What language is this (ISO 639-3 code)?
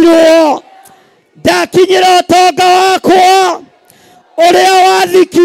kik